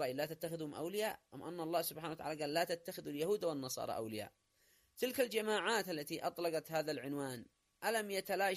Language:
Arabic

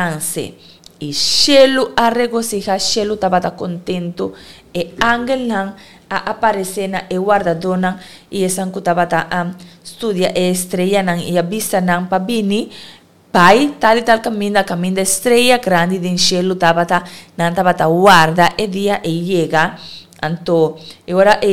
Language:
Papiamento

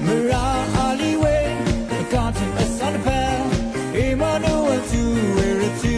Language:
Rawang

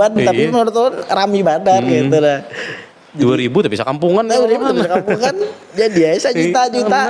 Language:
Banjar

